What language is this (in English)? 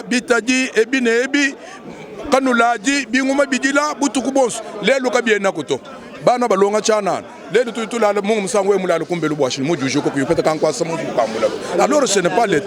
Luba-Lulua